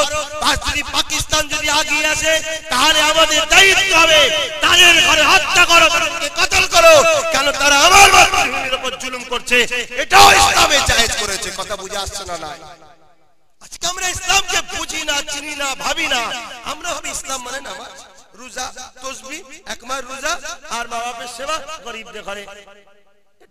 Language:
Bangla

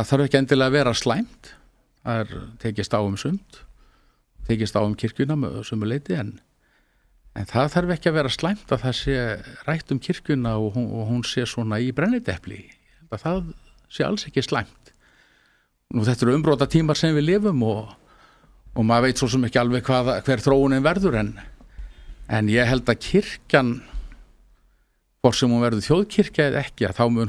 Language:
Icelandic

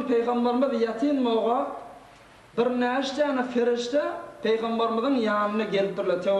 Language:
Turkmen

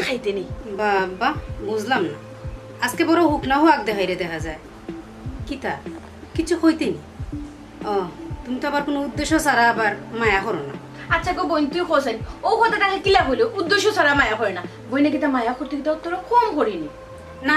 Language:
Sylheti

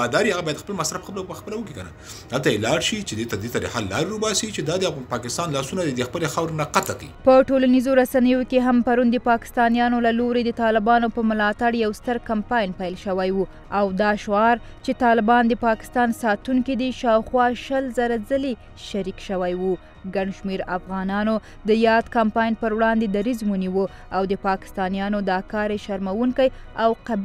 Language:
Pashto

